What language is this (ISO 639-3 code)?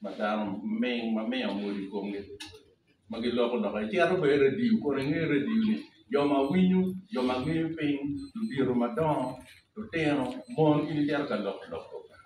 ach